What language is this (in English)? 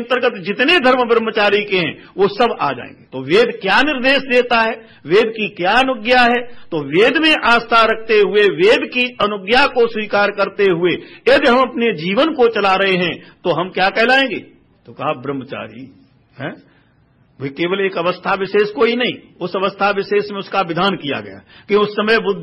Hindi